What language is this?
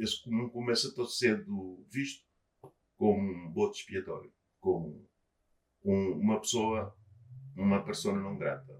Kabuverdianu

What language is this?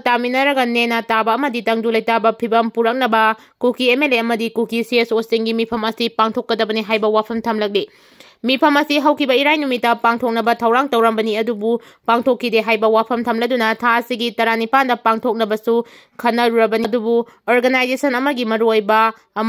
Manipuri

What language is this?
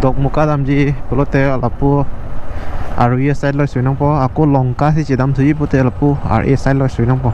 Karbi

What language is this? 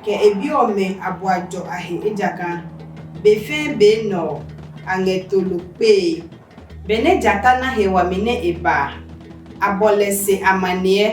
Adangme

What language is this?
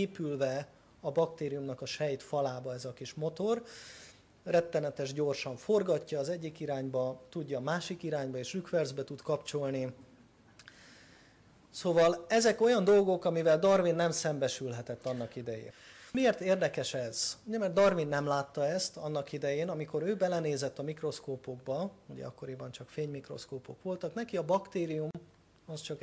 Hungarian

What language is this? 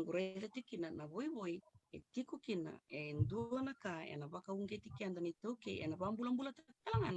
Fijian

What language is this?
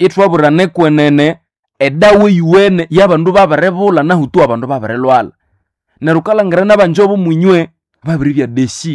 Nande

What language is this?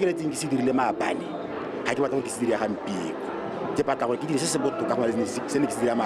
Tswana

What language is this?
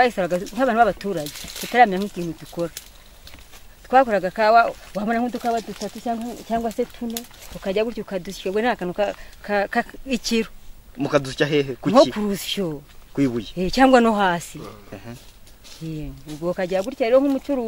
Kinyarwanda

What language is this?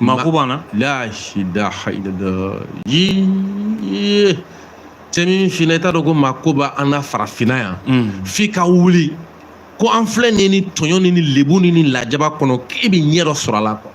Bambara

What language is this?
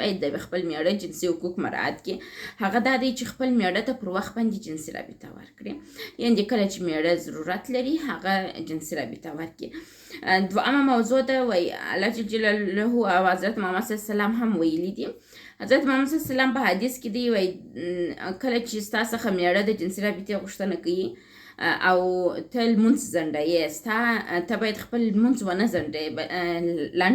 Pashto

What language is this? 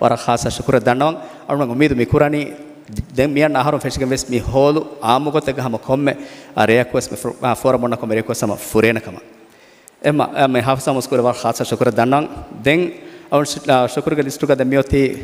Divehi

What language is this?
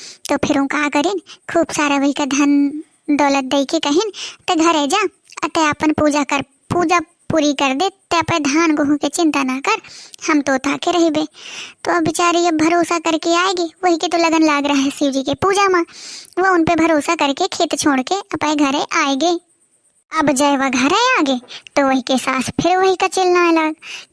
Awadhi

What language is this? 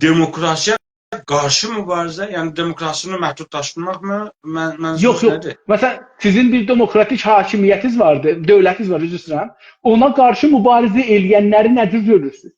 South Azerbaijani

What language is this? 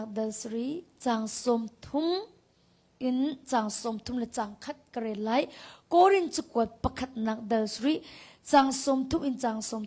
Hakha Chin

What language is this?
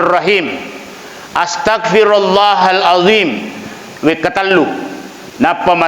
Buginese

